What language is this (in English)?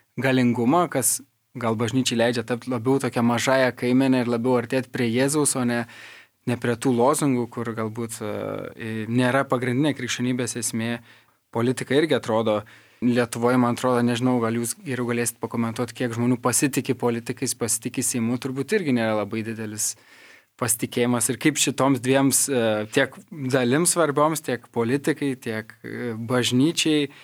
Lithuanian